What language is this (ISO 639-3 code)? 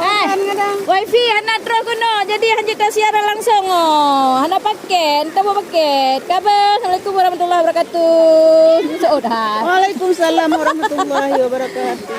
ace